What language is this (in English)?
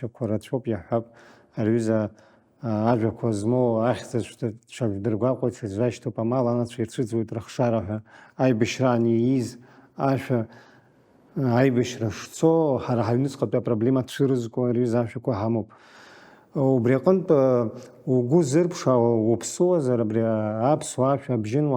Abkhazian